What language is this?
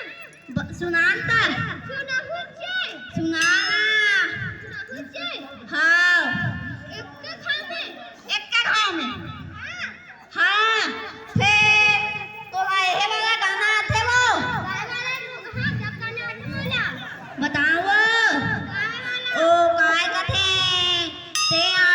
Chhattisgarhi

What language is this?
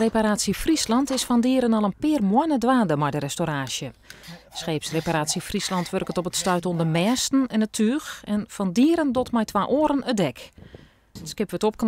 Western Frisian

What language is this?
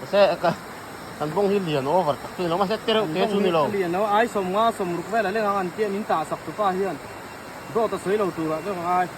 Mizo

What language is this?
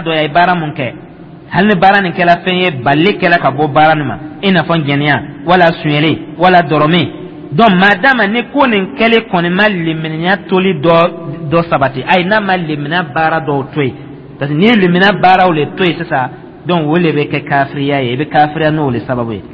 Dyula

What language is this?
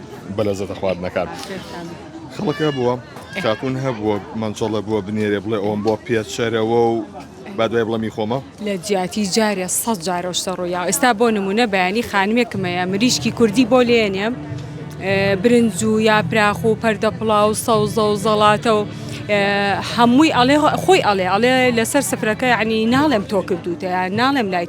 Central Kurdish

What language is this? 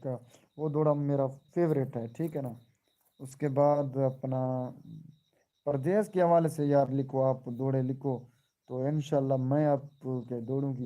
Saraiki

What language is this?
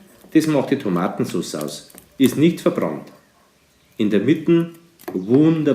Bavarian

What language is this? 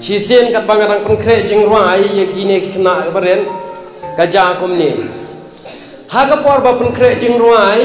Khasi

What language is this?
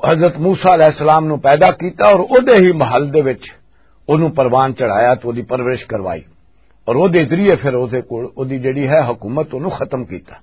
Western Panjabi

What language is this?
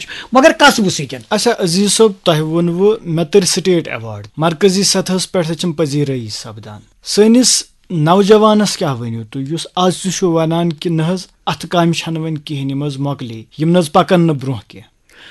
Kashmiri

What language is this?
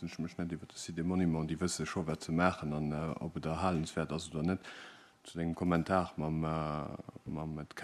Luxembourgish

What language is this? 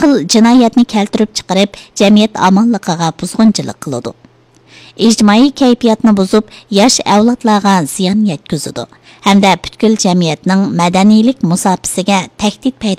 Uyghur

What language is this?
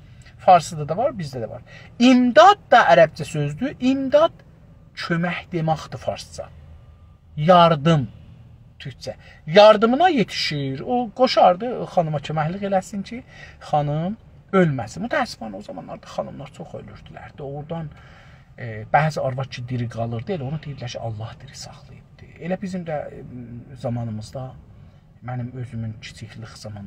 South Azerbaijani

